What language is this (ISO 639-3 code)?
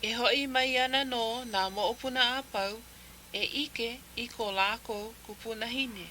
haw